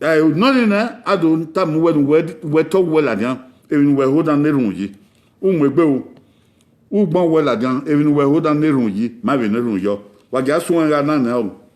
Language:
Bini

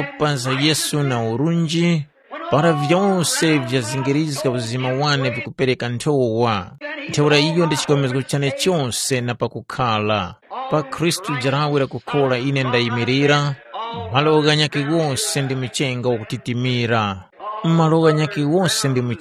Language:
Tumbuka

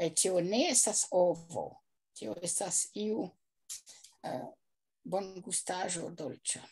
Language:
Esperanto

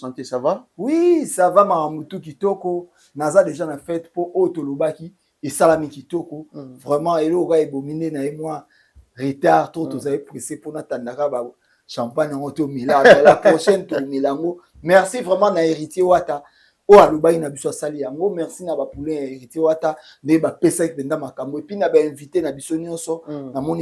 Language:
Lingala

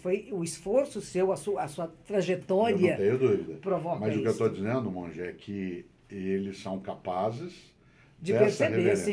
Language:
Portuguese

